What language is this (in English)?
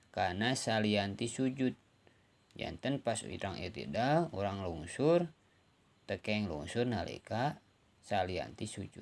Sundanese